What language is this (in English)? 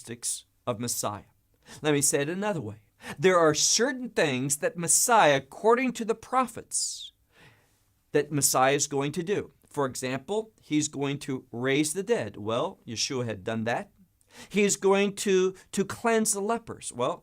English